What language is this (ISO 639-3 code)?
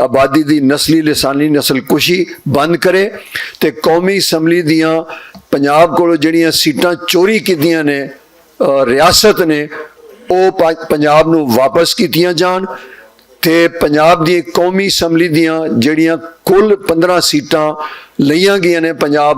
lah